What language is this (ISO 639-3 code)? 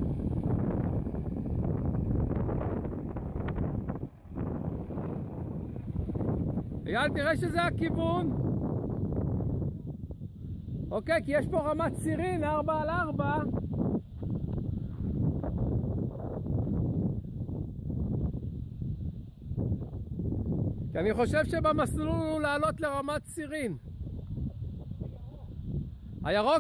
heb